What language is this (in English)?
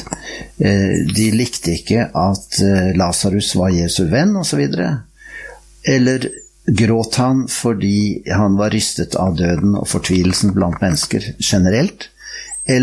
Norwegian